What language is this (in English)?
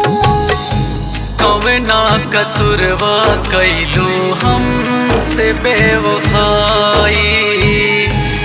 Bhojpuri